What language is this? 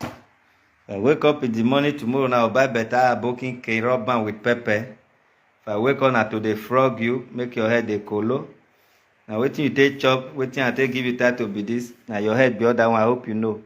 Nigerian Pidgin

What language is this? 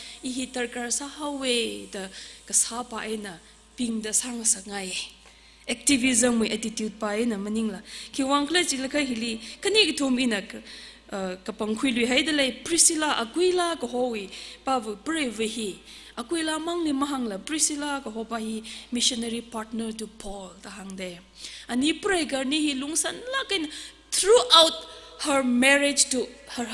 Tangkhul Naga (India)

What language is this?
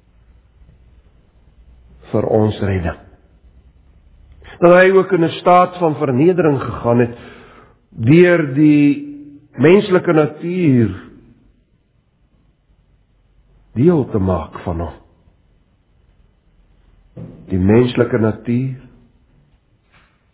Afrikaans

